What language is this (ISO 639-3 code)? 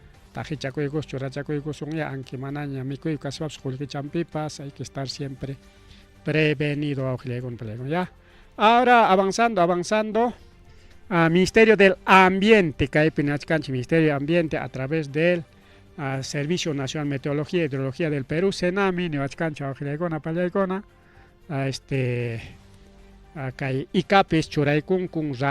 quy